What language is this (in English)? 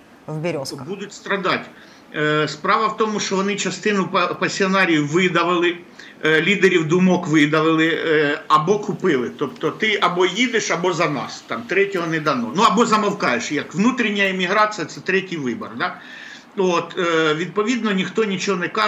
Ukrainian